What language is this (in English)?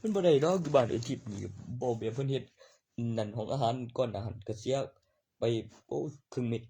Northeastern Thai